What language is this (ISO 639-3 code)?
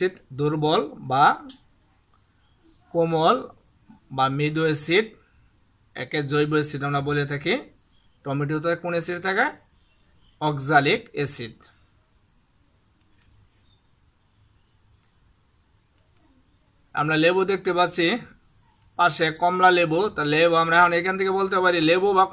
ben